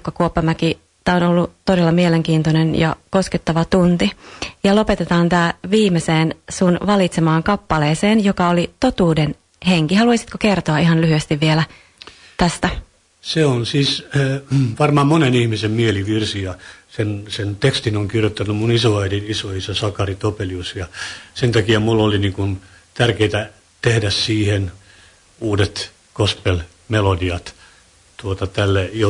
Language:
Finnish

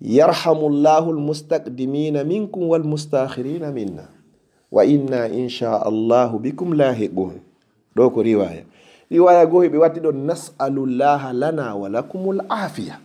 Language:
Fula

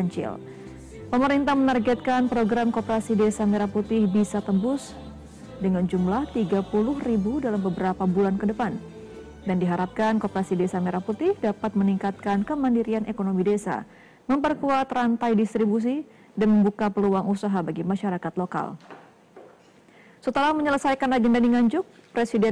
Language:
Indonesian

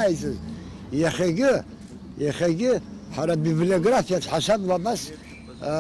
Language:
Abkhazian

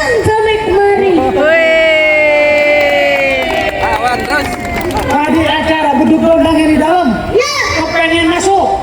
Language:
Betawi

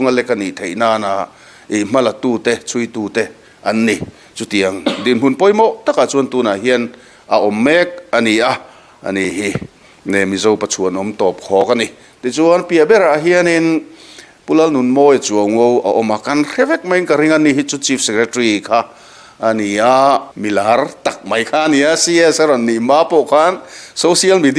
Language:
Mizo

